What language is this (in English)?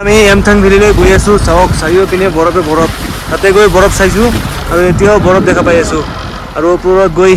Assamese